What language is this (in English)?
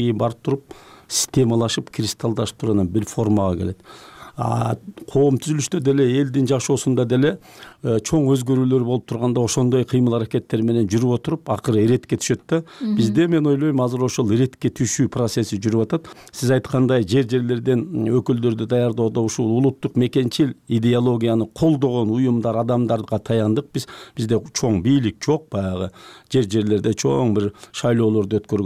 Kyrgyz